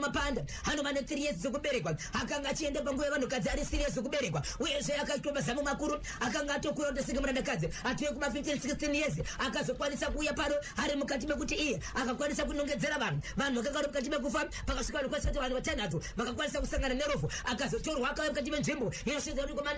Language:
Shona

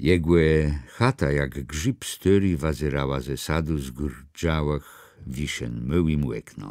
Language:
Kashubian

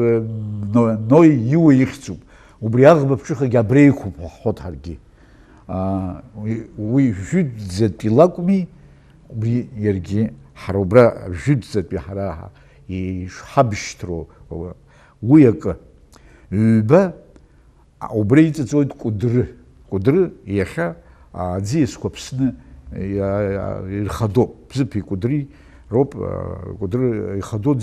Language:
Abkhazian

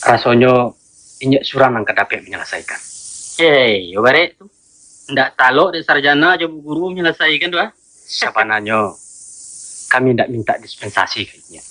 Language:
Minangkabau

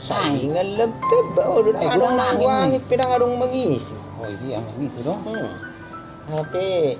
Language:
Batak Toba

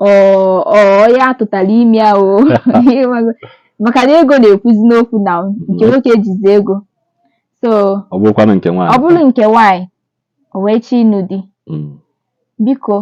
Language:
Igbo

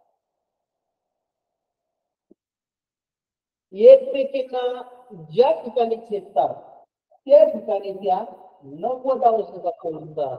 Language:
Marathi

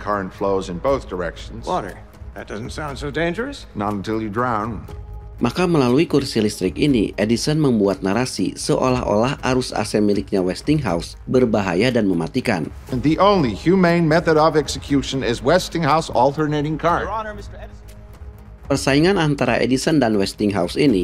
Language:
Indonesian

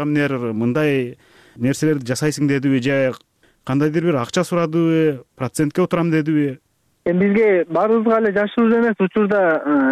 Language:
Kyrgyz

